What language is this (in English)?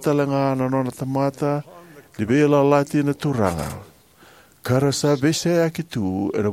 Fijian